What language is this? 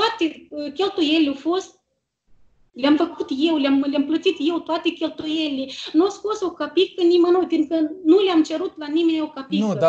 Romanian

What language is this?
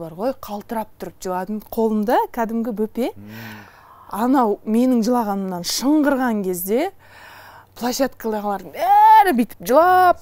Kazakh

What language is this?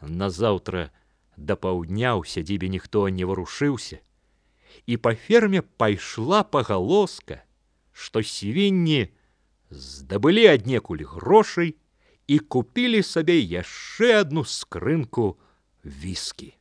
Belarusian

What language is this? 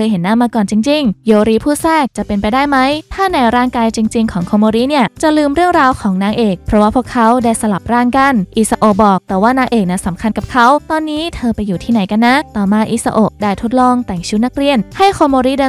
Thai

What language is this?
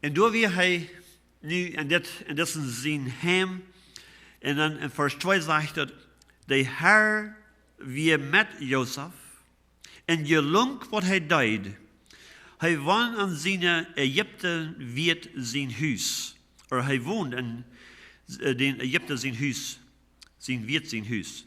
Plautdietsch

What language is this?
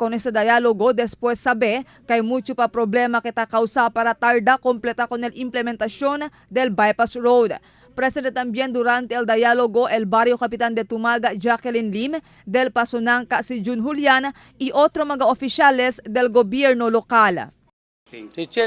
Chavacano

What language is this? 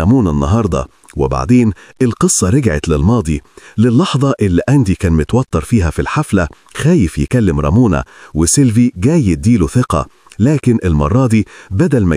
Egyptian Arabic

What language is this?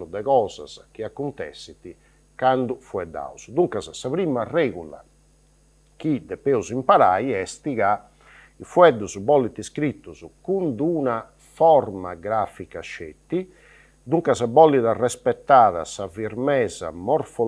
Sardinian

